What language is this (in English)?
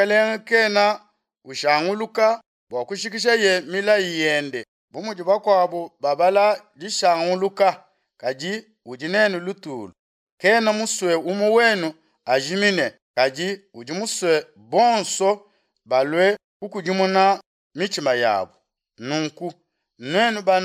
Luba-Lulua